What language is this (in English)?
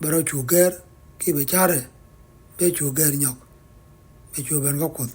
Nuer